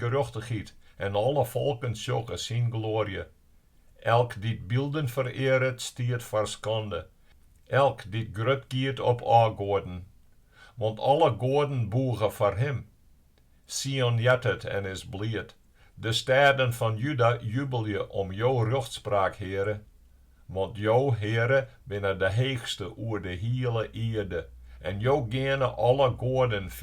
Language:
Western Frisian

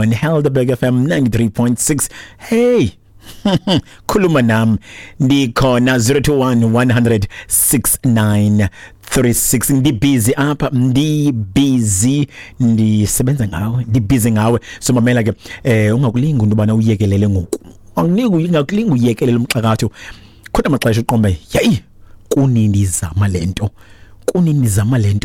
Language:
Xhosa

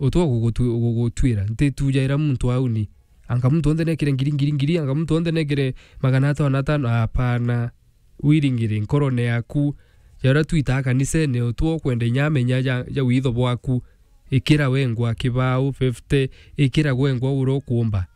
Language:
Meru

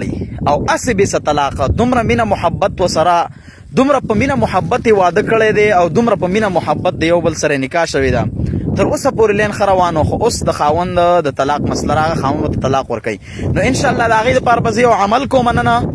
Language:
Pashto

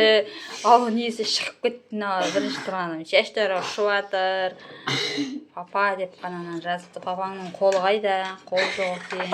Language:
Kazakh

